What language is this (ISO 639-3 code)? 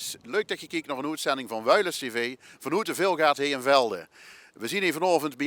lim